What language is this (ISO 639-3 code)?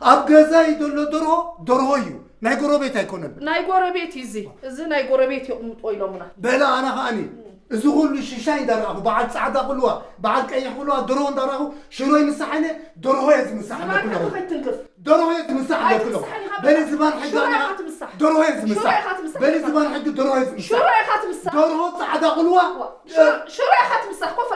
tir